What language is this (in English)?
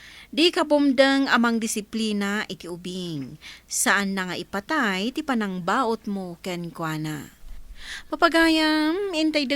Iloko